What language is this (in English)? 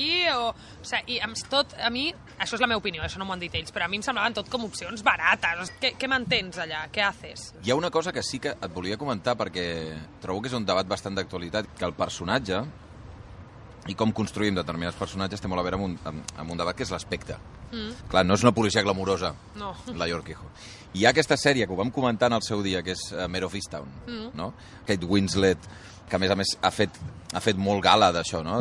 Catalan